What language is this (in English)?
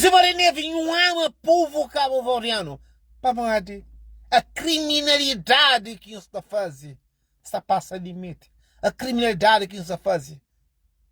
Kabuverdianu